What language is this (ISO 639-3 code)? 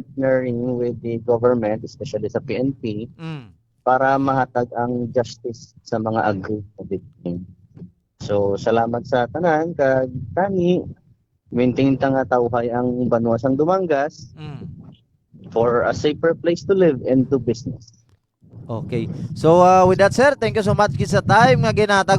hil